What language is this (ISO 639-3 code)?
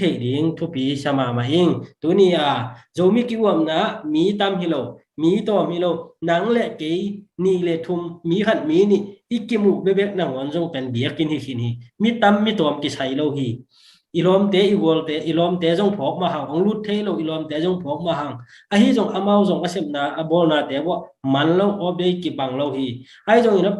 ctd